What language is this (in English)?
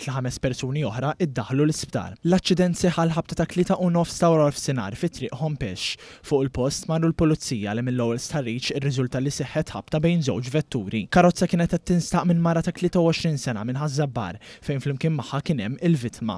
Maltese